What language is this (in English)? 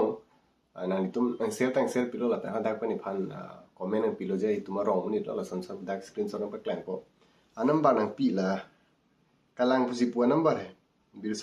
Karbi